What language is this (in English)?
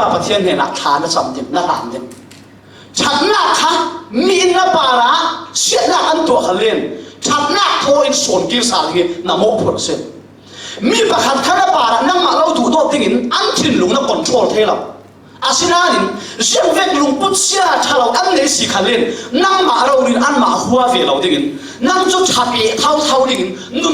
Falam Chin